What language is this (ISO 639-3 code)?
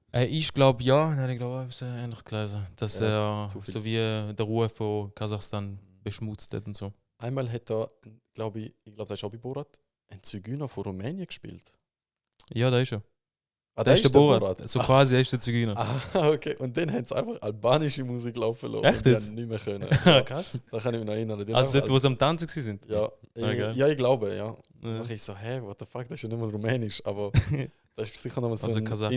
gsw